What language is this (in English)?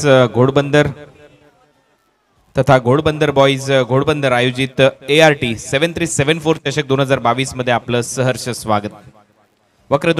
Marathi